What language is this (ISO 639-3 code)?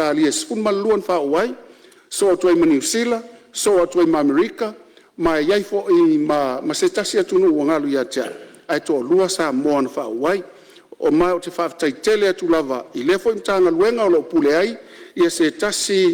smo